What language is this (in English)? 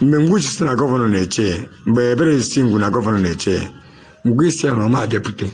Igbo